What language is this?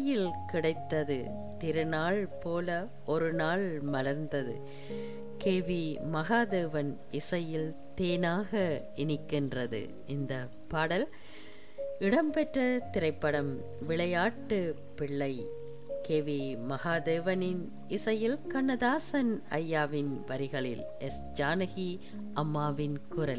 Tamil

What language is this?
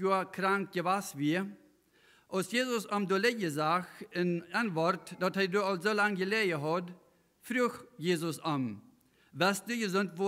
Plautdietsch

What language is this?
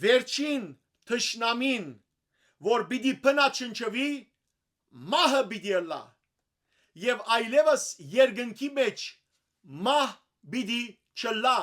Western Armenian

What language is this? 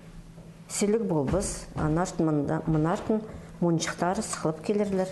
Khakas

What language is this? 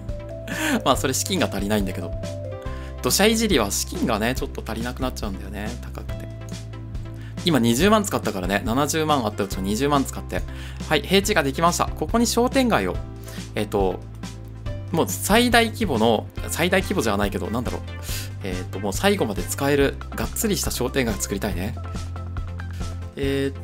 Japanese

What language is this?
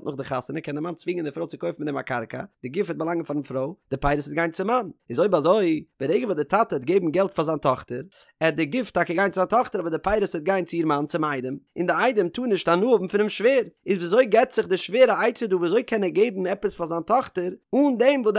Yiddish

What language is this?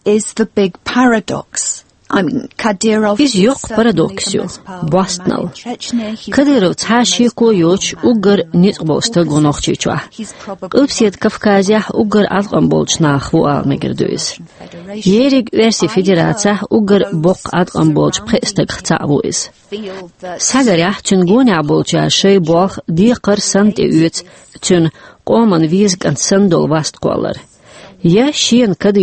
Chechen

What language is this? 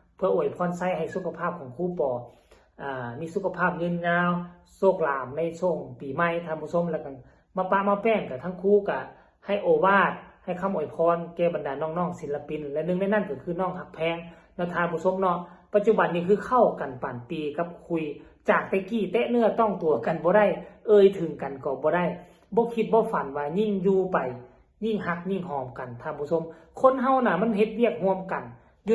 Northeastern Thai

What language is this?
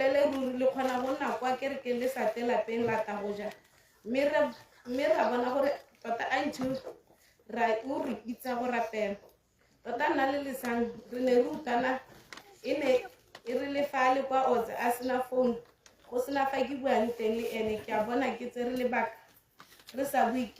Tswana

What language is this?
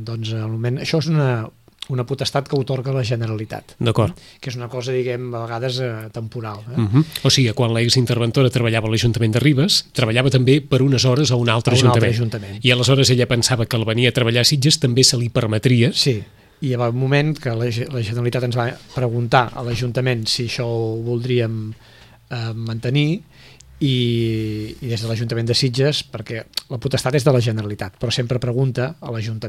Catalan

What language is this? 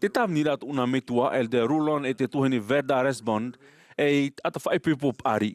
Tahitian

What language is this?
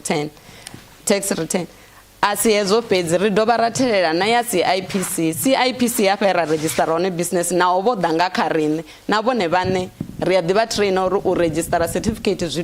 Venda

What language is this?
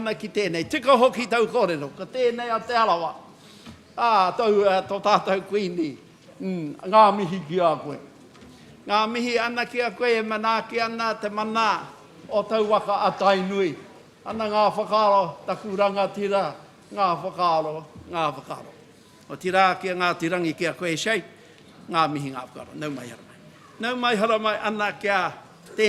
Māori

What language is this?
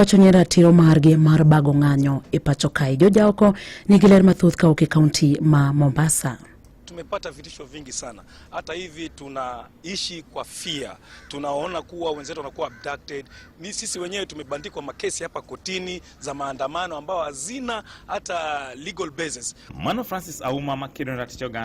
Luo (Kenya and Tanzania)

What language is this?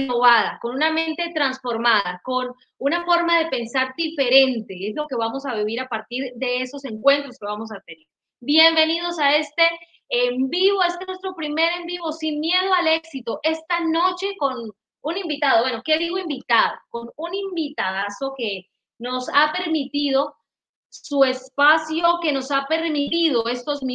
Spanish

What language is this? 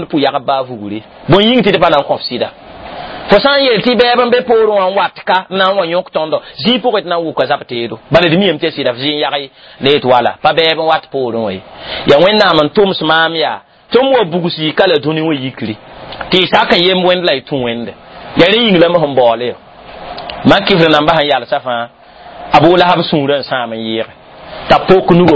Mossi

